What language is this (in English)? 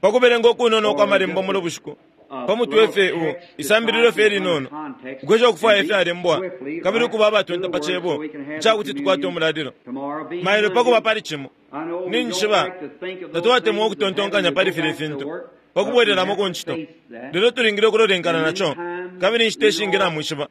Bemba